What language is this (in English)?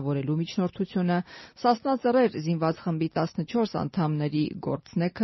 Armenian